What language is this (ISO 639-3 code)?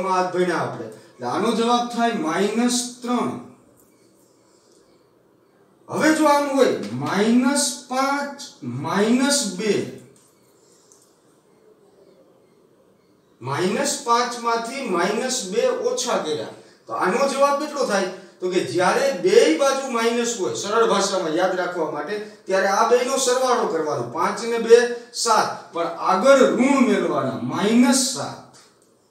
guj